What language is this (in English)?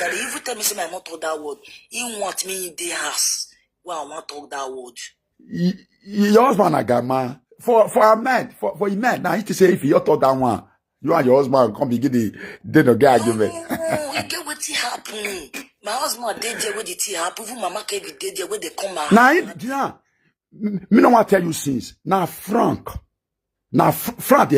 Nigerian Pidgin